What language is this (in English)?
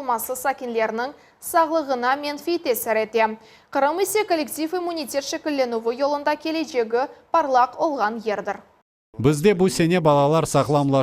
Crimean Tatar